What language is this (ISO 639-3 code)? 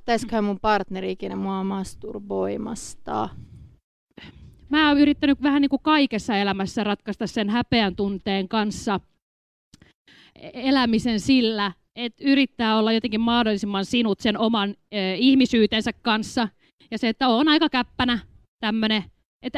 fin